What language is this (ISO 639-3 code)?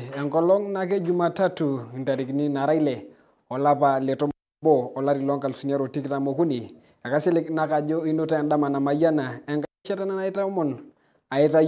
mas